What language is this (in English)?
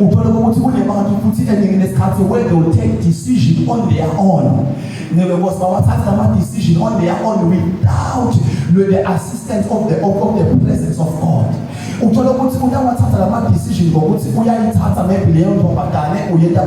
Zulu